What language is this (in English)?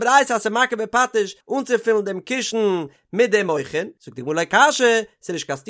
Yiddish